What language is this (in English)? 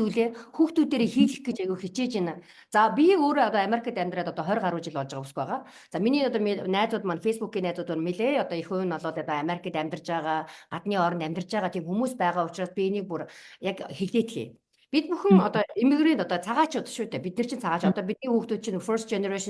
Mongolian